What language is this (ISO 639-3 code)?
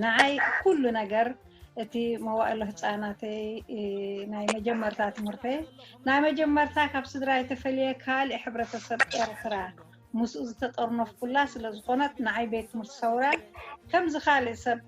tir